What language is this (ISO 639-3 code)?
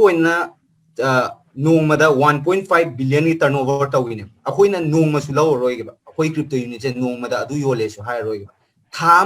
mni